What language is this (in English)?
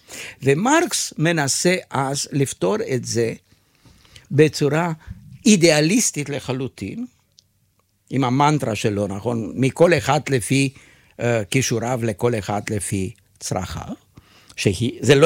Hebrew